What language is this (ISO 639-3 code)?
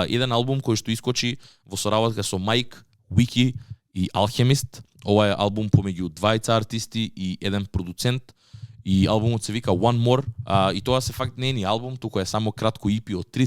mkd